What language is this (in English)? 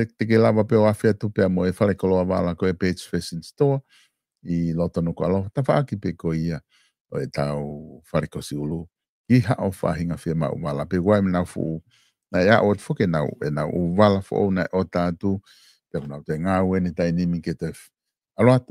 Tongan